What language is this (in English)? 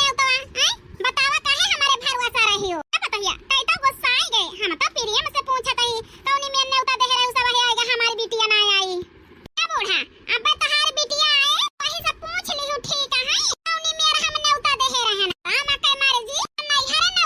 Awadhi